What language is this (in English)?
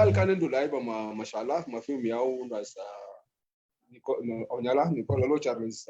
Sudanese Arabic